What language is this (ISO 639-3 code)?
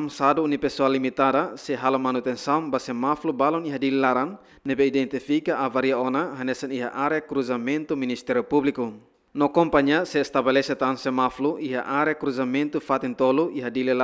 tet